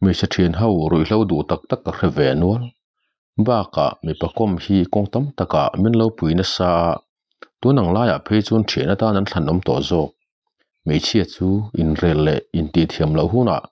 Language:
Mizo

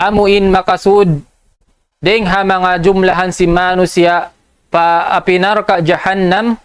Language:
Tausug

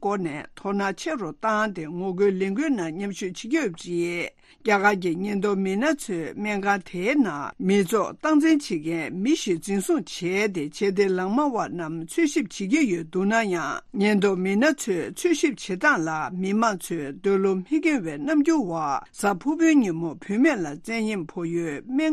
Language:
Tibetan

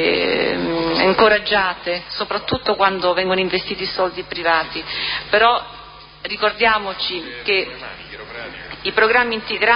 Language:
Italian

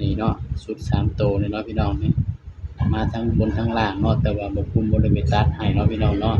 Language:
Northeastern Thai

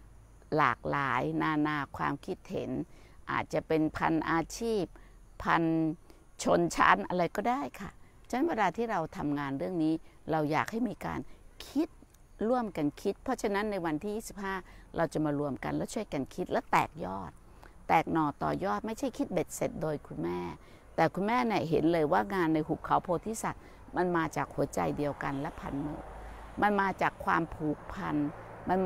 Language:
Thai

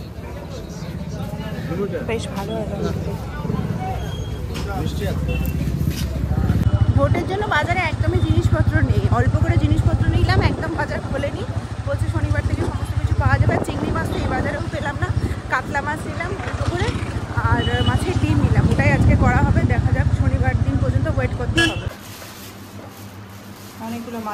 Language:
Bangla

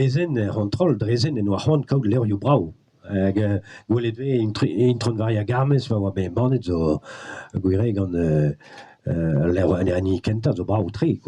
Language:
Breton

